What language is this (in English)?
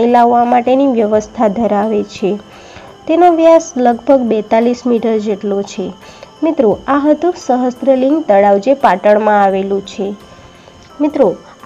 Gujarati